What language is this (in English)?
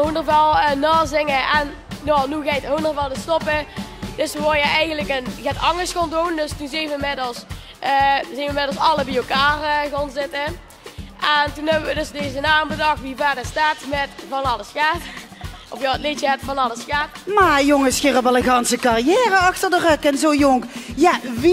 Limburgish